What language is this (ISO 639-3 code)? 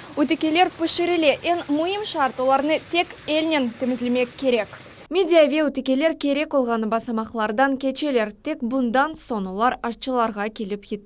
crh